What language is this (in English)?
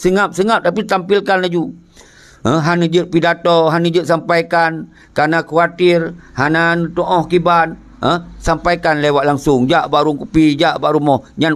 Achinese